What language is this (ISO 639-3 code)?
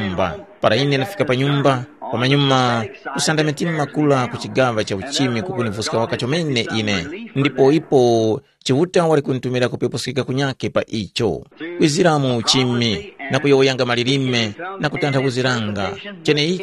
tum